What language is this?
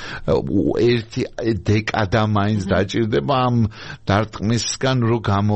Georgian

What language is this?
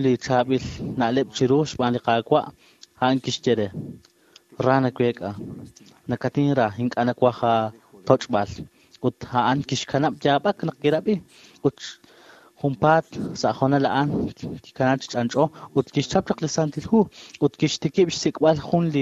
Kekchí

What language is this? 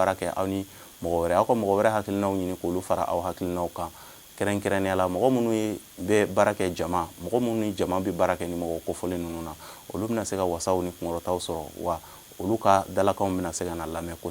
Bambara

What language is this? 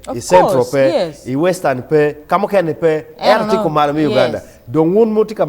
Acoli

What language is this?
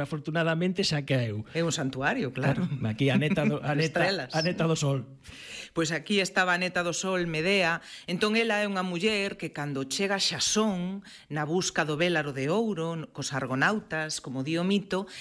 Galician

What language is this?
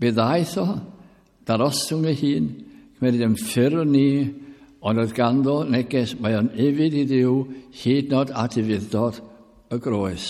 Welsh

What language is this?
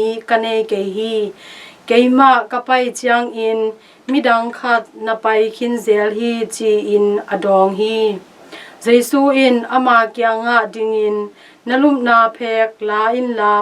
Tedim Chin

